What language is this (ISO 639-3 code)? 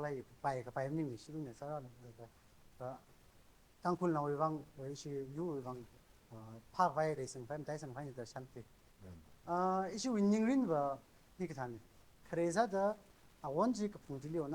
nmf